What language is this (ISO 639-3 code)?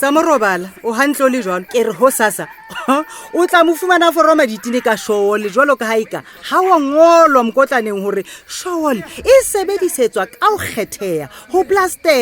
sot